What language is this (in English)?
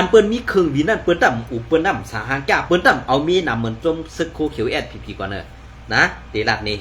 Shan